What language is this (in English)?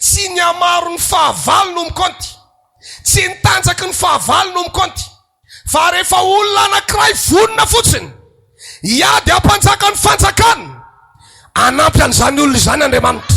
Malagasy